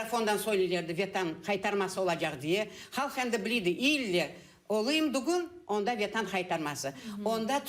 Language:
Crimean Tatar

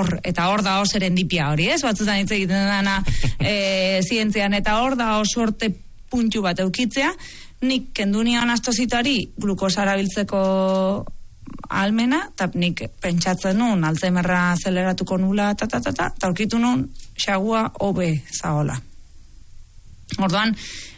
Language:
Basque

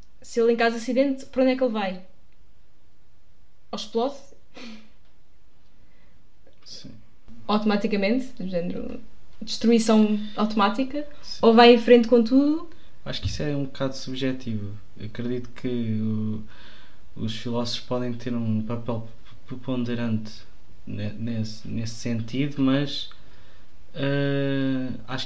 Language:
Portuguese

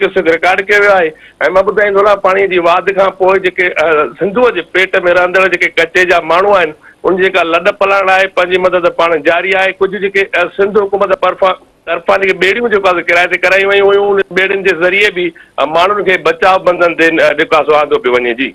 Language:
Sindhi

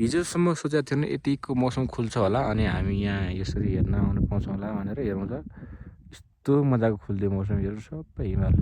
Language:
Nepali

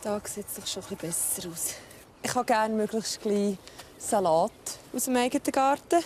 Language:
Swiss German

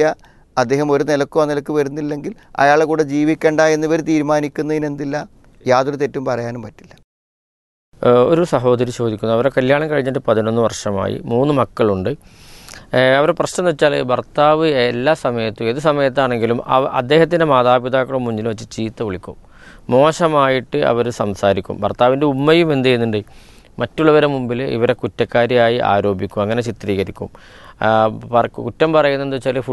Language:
Malayalam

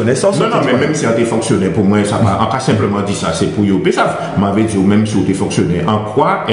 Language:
Guadeloupean Creole French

